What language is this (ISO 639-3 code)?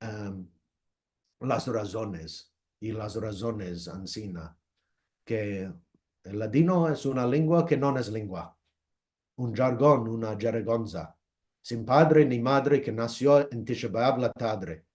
lad